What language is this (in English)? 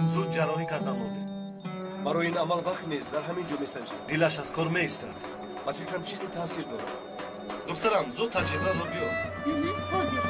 Tajik